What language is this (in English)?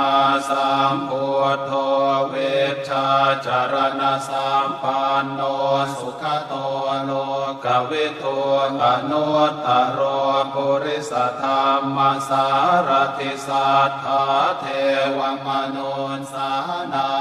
Pali